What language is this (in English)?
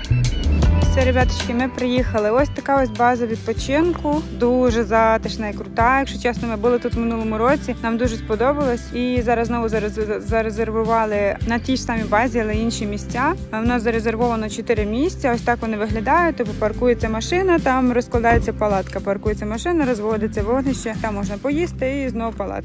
Ukrainian